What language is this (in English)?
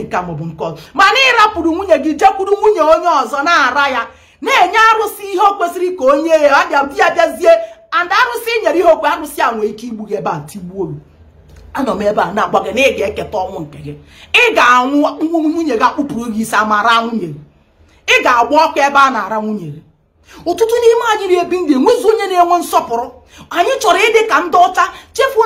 Igbo